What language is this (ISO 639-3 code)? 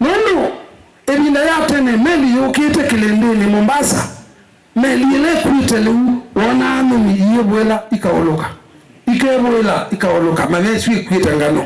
kam